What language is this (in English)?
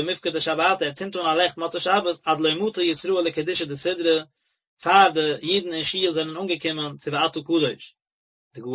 Yiddish